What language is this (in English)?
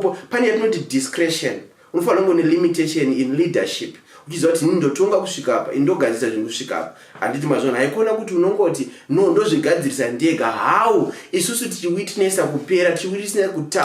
Shona